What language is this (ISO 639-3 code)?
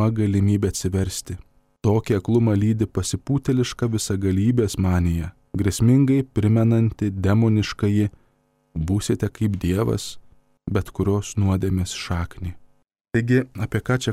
lit